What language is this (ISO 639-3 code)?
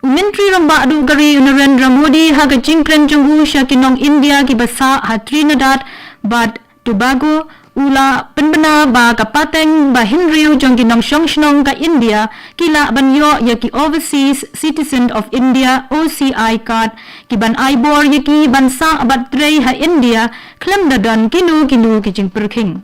kha